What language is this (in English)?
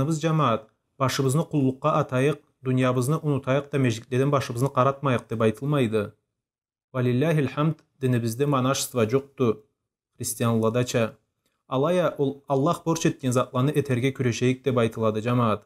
Karachay-Balkar